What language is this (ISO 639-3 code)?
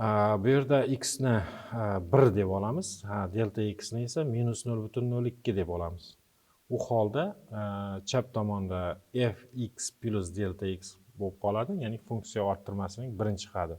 uzb